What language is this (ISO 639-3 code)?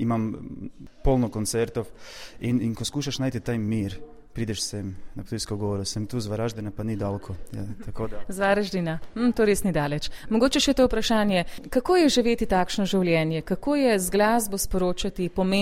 slv